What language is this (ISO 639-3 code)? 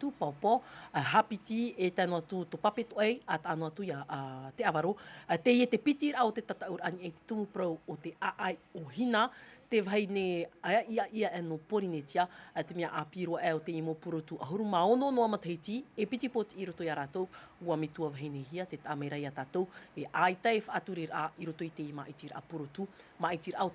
tah